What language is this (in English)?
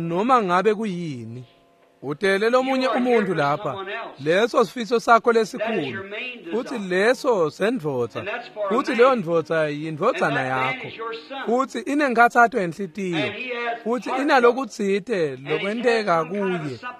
Swati